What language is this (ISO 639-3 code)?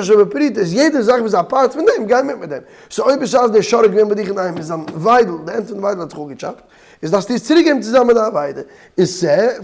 yid